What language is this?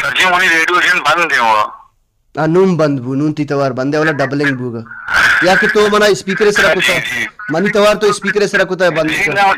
Baluchi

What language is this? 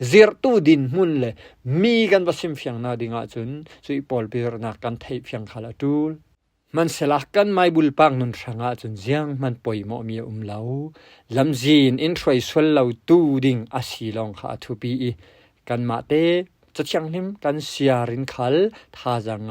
Falam Chin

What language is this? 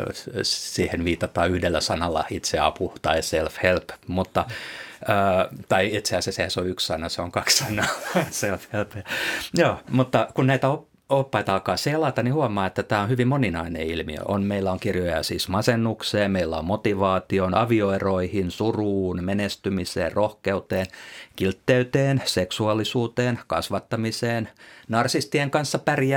Finnish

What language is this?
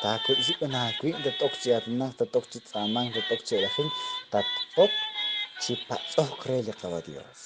Kekchí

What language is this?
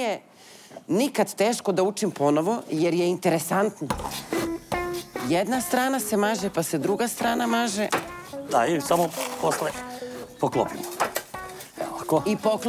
Serbian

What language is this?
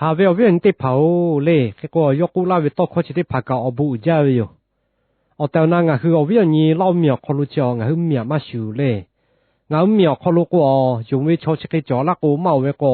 Lahu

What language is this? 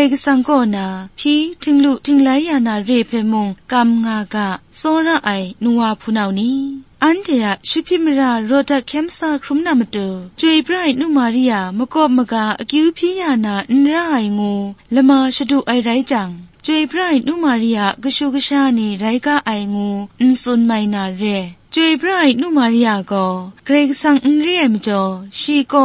Kachin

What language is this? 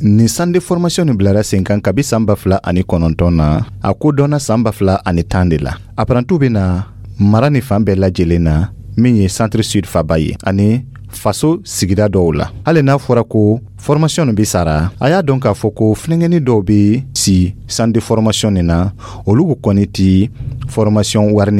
Dyula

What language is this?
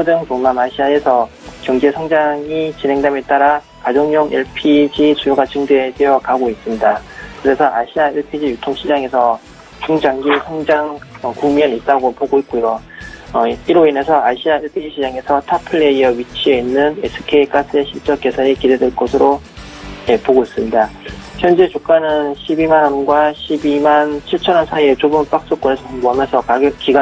Korean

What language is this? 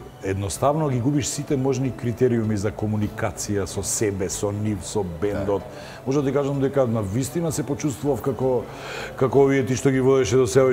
Macedonian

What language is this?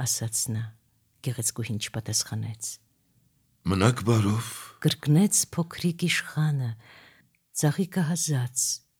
Armenian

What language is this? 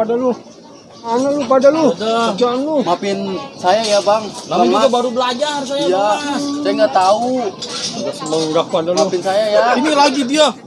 Betawi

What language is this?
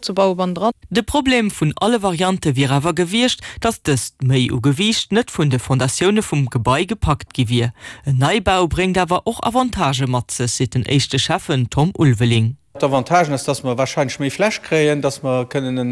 Luxembourgish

